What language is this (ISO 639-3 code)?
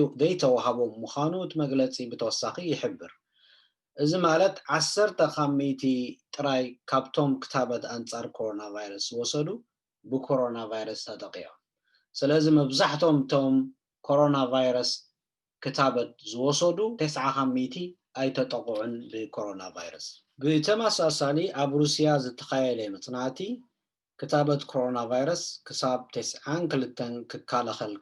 tir